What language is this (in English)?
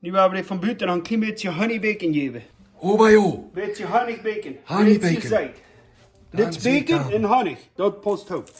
Plautdietsch